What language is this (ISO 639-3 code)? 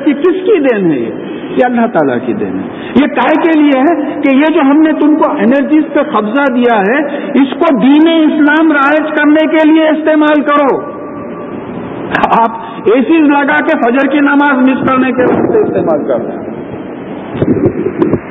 urd